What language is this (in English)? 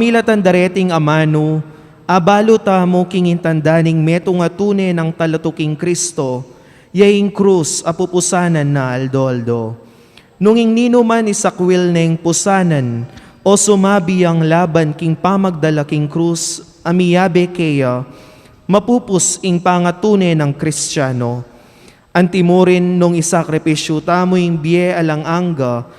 Pampanga